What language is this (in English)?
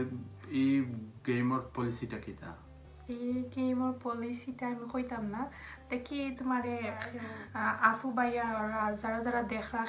Sylheti